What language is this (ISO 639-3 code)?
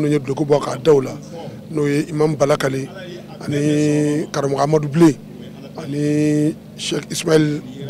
bam